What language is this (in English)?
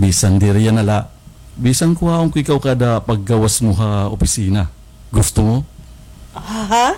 Waray